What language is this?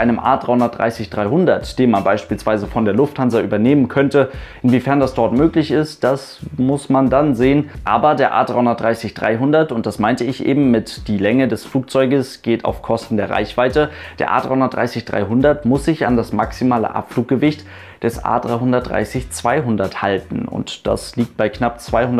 German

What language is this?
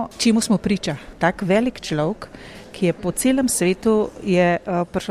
Slovenian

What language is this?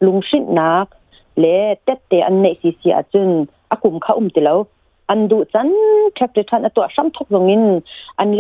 Hakha Chin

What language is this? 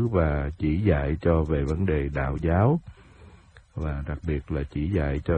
Vietnamese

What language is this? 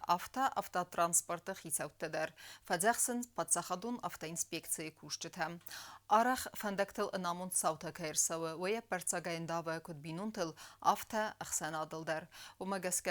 Ossetic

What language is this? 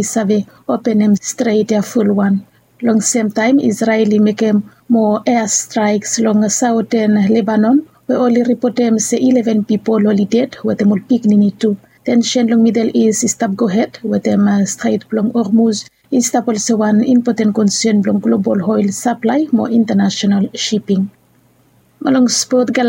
Bislama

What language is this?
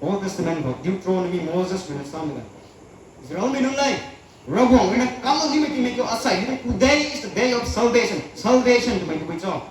Rongmei Naga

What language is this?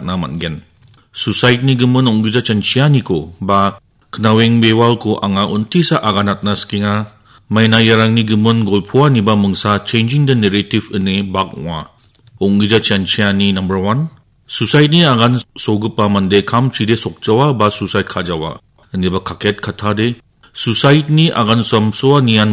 Garo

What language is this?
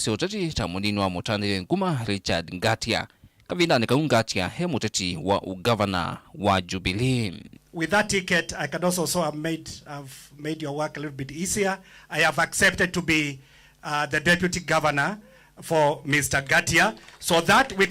Kamba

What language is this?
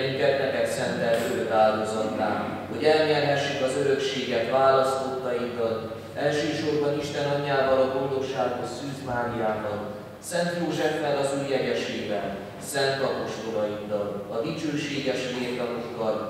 Hungarian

